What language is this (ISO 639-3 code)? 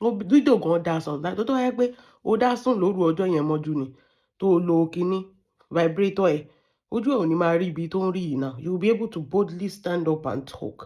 yor